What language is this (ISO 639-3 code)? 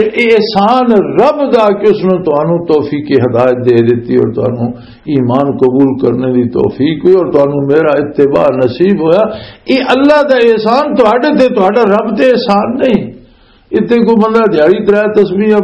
lah